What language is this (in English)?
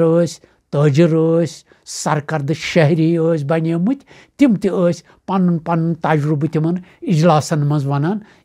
Kashmiri